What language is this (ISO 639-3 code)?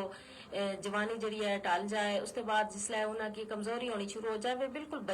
gju